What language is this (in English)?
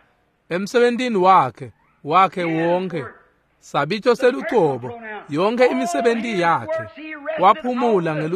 Swati